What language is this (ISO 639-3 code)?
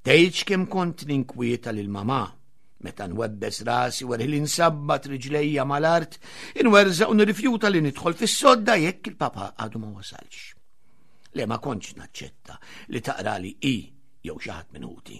mlt